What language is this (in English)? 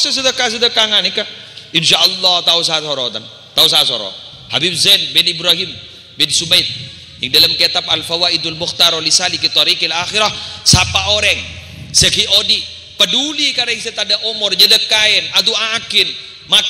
Madurese